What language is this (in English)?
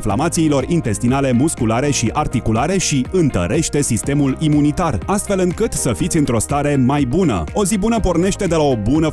Romanian